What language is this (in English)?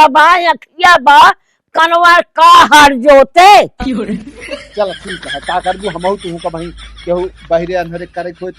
Awadhi